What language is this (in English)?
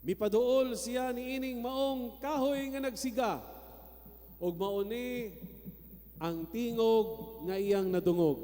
Cebuano